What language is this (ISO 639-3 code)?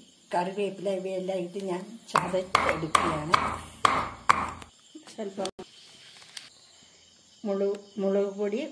mal